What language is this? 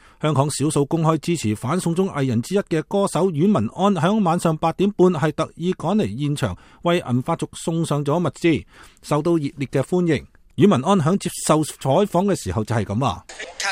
Cantonese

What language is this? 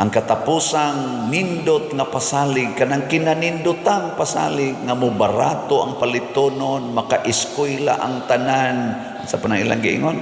Cebuano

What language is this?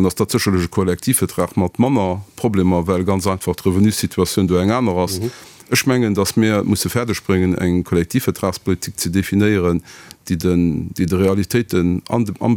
Luxembourgish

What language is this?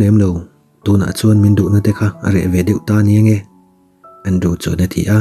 Mizo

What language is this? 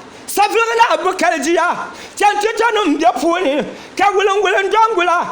Dagbani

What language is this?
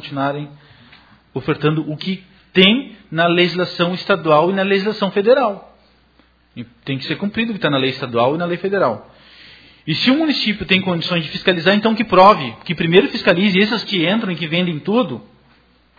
Portuguese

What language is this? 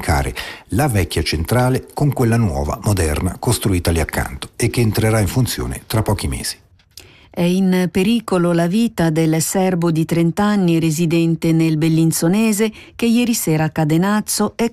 Italian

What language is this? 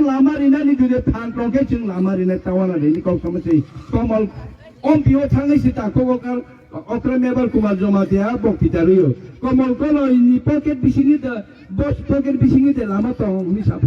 Kok Borok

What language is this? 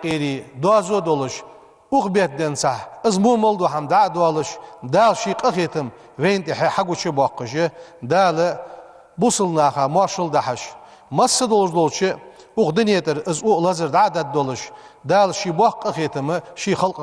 Ingush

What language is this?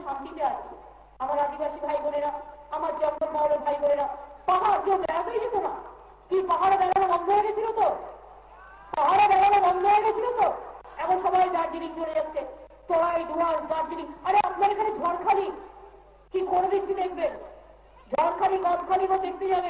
Bangla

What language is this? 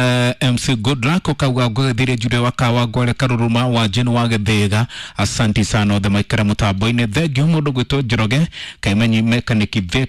Kikuyu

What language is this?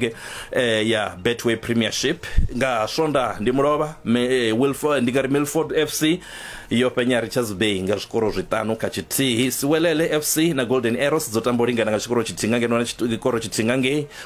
Venda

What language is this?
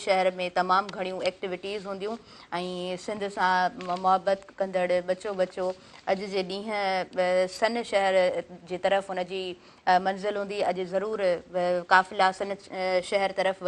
Sindhi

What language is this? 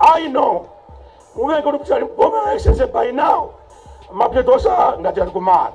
Nyanja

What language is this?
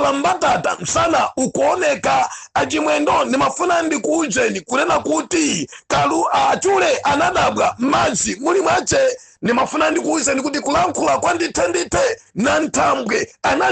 Nyanja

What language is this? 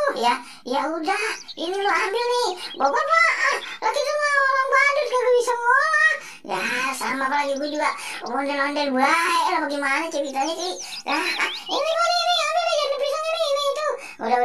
Betawi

